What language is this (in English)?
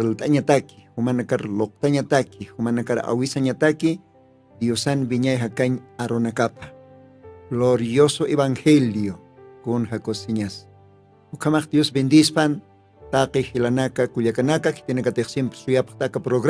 Aymara